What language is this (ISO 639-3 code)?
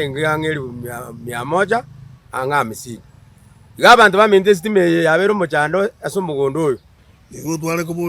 guz